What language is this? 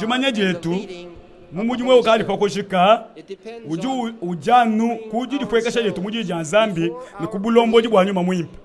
Luba-Lulua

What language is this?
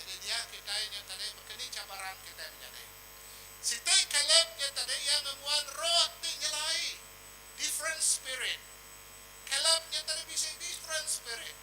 Iban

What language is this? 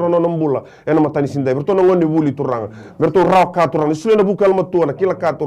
Fijian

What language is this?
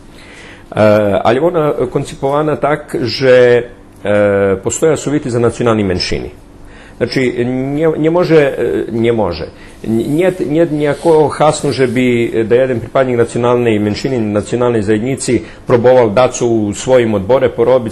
Rusyn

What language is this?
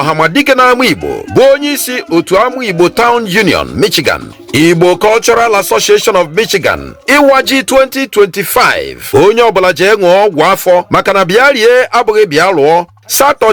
Igbo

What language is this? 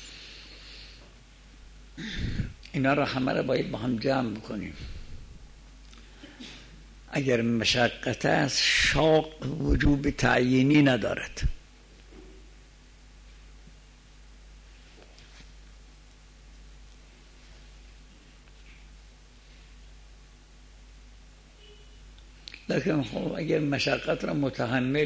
Persian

